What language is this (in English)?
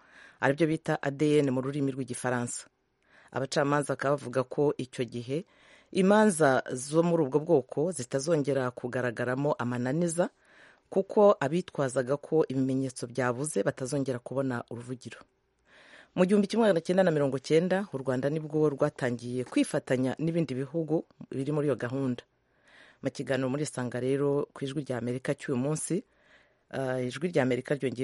Kinyarwanda